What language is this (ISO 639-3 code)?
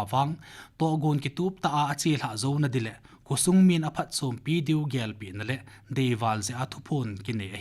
tcz